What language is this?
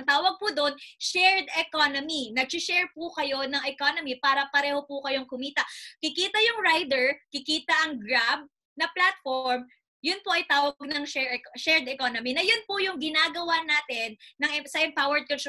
Filipino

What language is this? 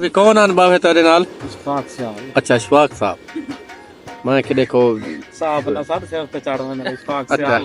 Saraiki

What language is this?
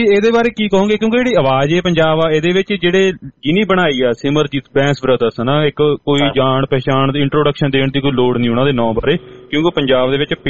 Punjabi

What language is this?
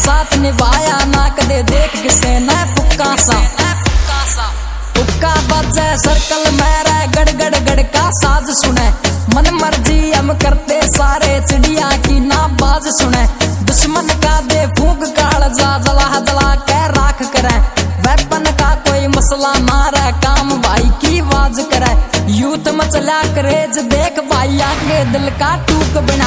Haryanvi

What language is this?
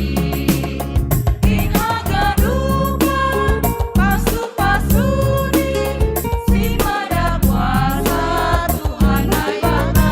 Batak Simalungun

